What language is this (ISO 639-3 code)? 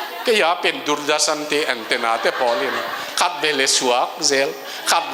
ctd